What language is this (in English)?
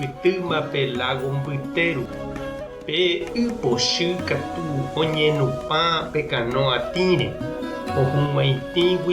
Guarani